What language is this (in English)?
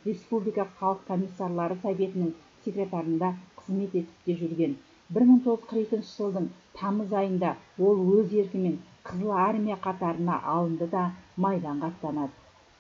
Kazakh